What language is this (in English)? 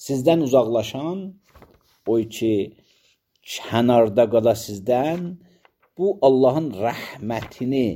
Azerbaijani